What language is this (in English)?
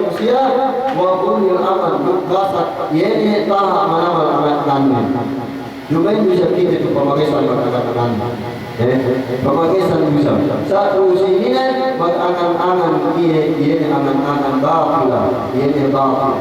Yakan